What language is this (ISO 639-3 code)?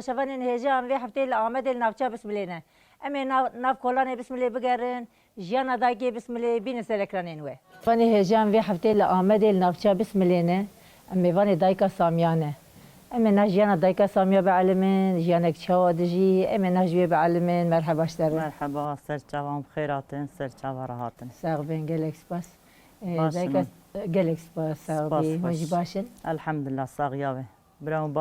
kur